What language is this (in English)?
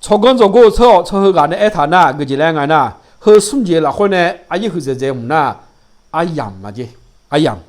Akha